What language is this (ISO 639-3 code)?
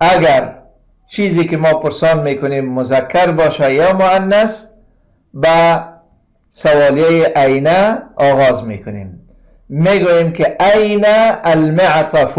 fas